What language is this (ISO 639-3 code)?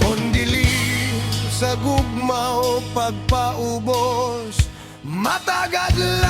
ceb